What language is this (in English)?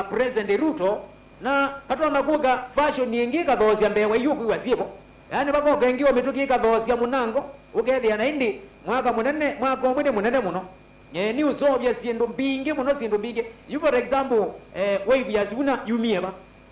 Kamba